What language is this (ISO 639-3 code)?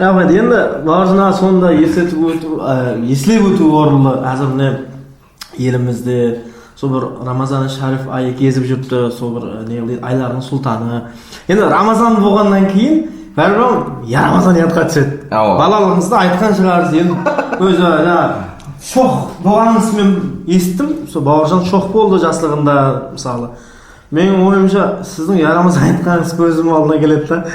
kaa